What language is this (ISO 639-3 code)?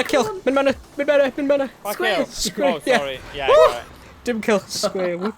cym